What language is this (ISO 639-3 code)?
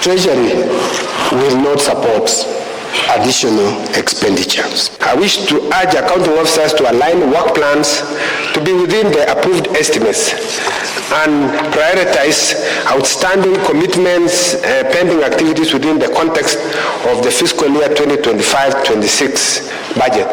mer